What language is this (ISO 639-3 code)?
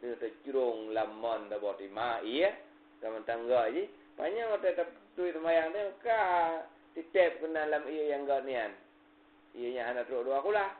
ace